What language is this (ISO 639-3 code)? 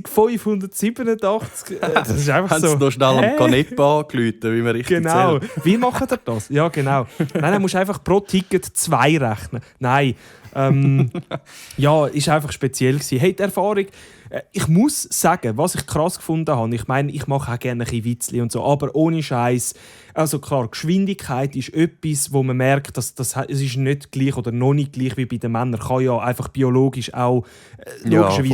gsw